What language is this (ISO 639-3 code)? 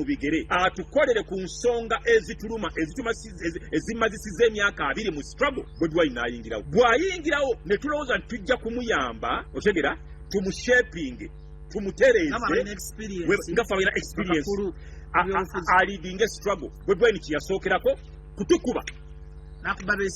lug